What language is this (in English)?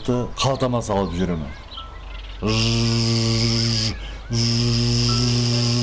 Kara-Kalpak